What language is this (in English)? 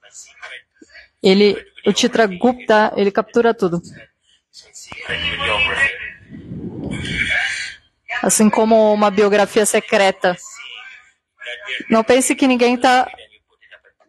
Portuguese